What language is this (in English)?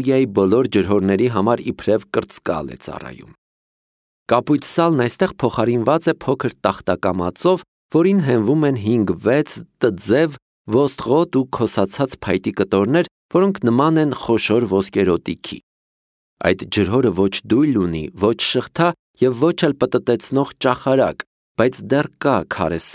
Armenian